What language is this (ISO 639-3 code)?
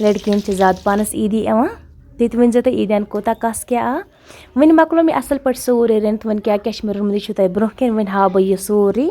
kas